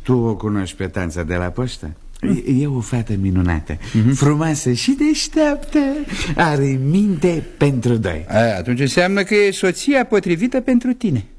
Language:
Romanian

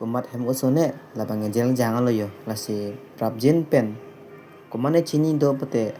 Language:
Karbi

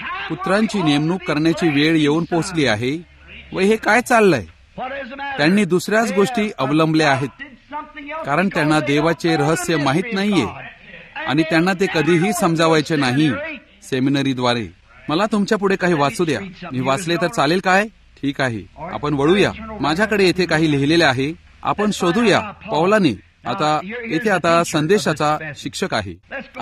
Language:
Marathi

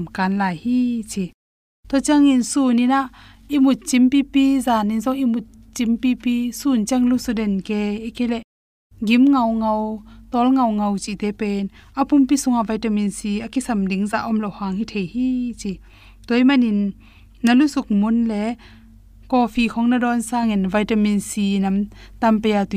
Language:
Tedim Chin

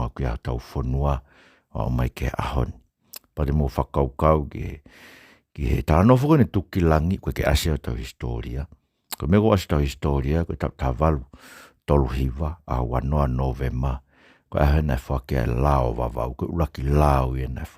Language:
Tongan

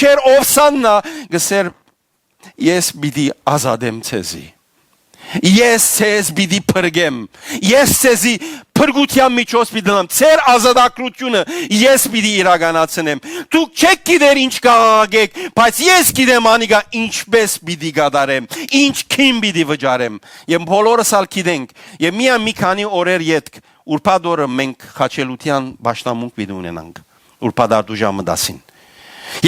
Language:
Western Armenian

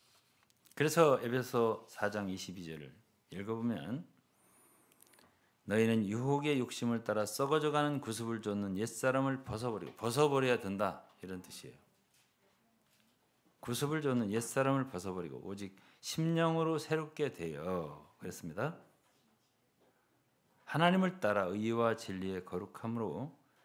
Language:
Korean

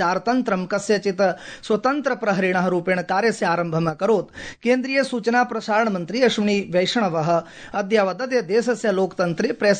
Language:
Sanskrit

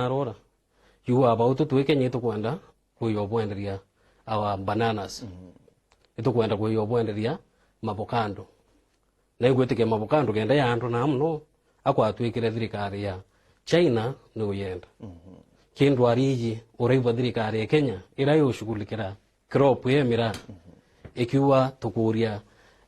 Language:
Meru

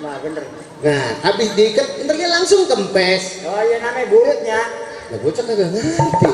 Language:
Betawi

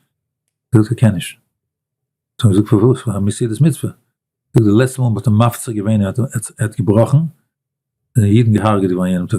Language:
Yiddish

